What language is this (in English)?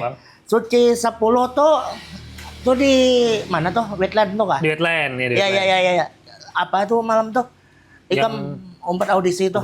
Banjar